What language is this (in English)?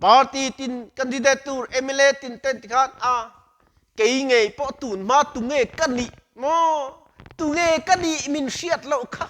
Mizo